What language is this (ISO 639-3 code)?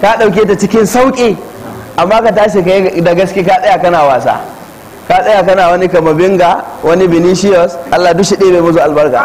hau